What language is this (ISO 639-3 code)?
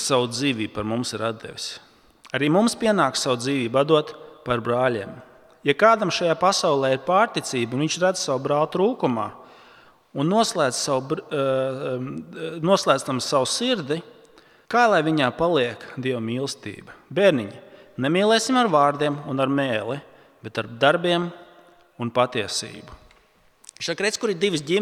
lav